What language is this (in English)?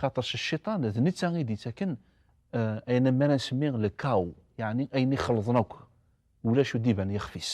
Kabyle